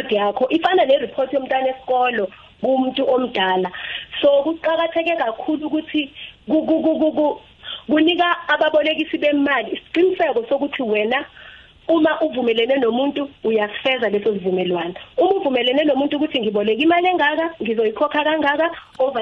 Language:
South Ndebele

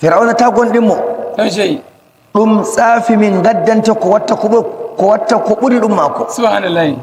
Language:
Nigerian Fulfulde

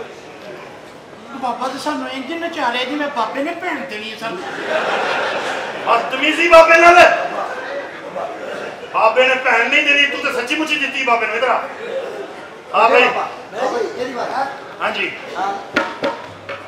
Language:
Punjabi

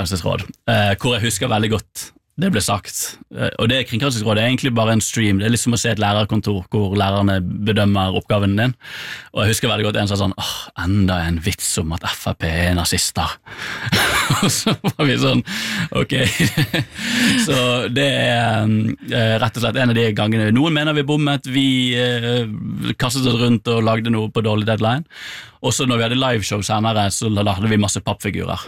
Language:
Norwegian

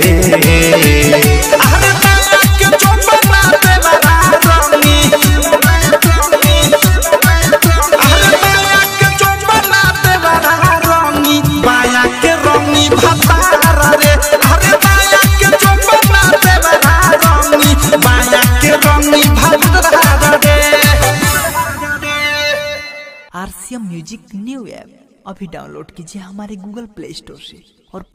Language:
Bhojpuri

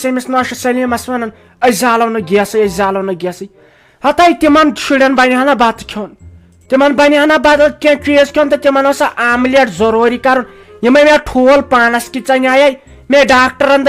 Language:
Kashmiri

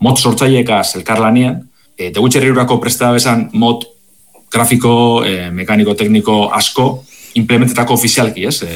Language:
Basque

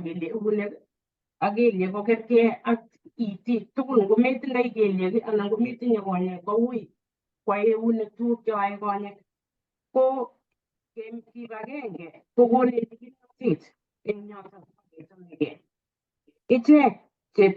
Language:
Kalenjin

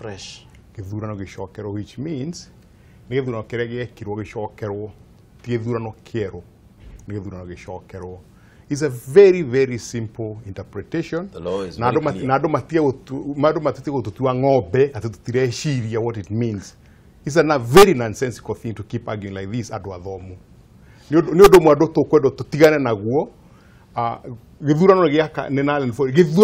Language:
Kikuyu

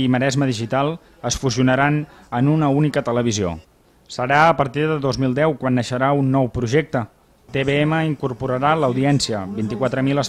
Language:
Catalan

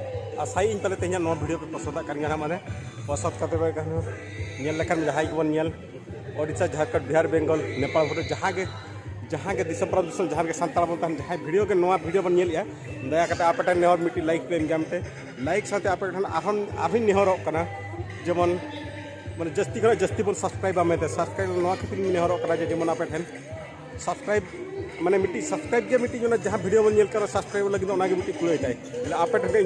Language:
Santali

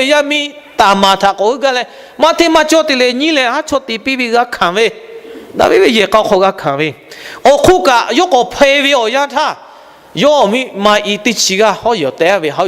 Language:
Lahu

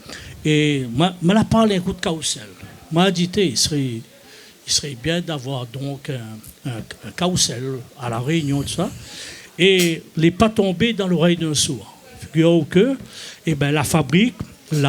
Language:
Réunion Creole French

